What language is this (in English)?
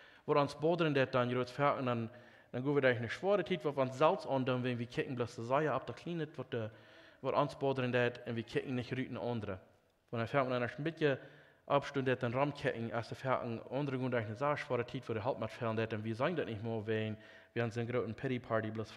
Plautdietsch